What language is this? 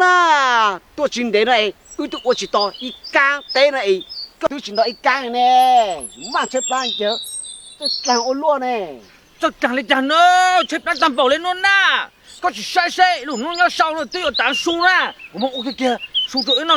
Hmong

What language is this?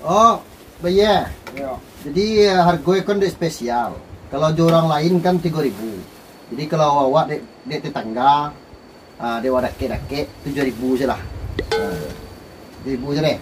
Minangkabau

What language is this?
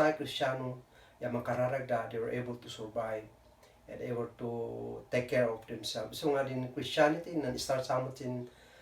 Kankanaey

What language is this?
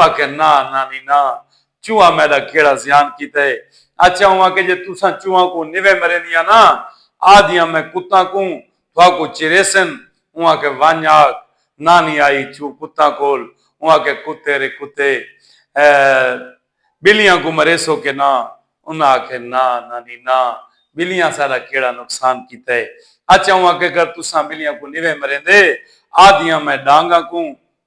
Saraiki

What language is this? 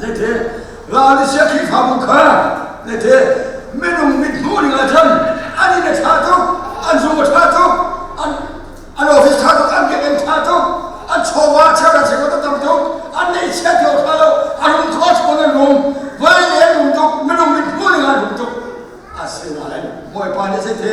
Hakha Chin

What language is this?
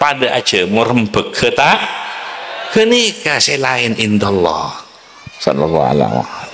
Madurese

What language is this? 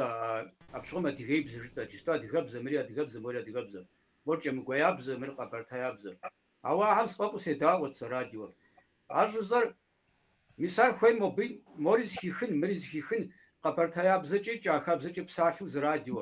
Kabardian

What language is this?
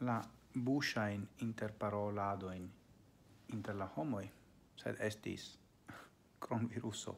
Esperanto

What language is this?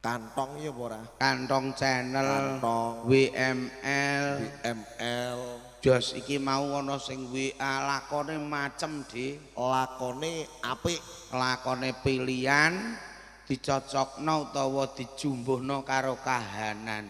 Javanese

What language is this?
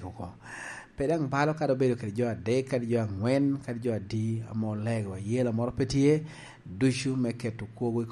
Lango (Uganda)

